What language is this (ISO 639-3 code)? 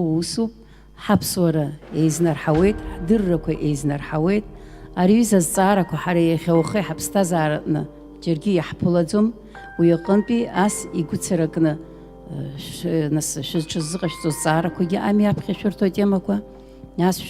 abk